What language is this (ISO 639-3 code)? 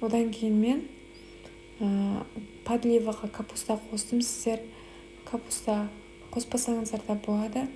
kaz